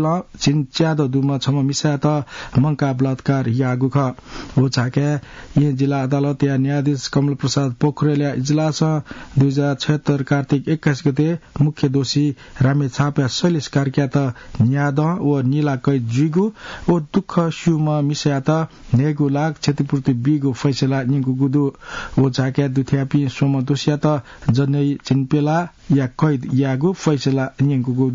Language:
Newari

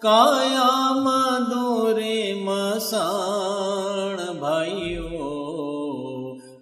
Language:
Gujarati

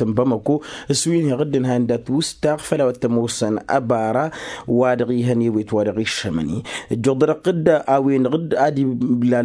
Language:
Tamasheq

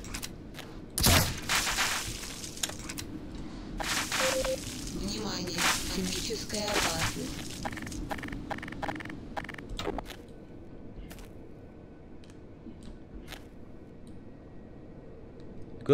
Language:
Russian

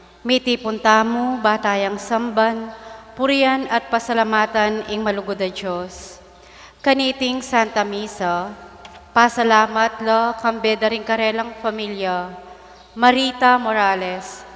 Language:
Pampanga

